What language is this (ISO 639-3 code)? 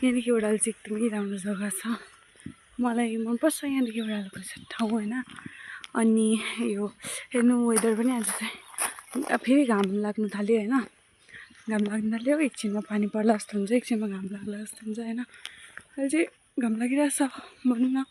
nep